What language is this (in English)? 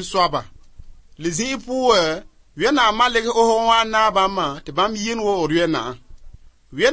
Mossi